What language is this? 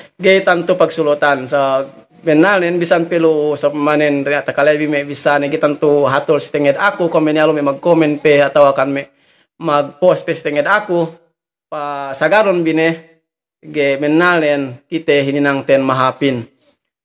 Yakan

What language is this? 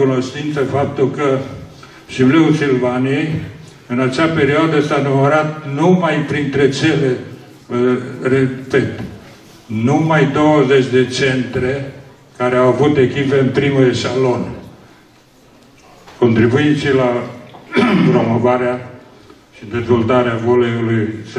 Romanian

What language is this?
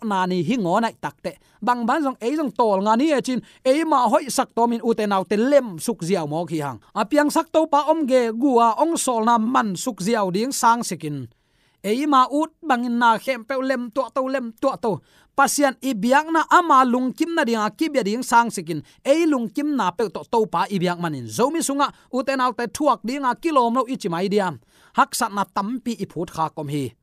Tedim Chin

